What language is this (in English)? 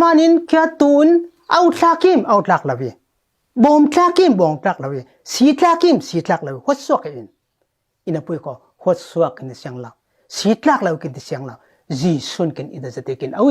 Falam Chin